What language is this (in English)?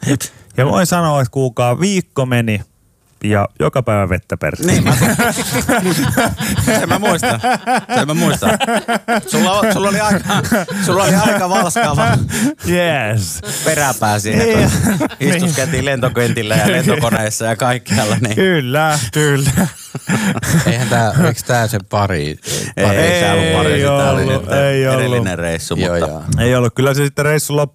Finnish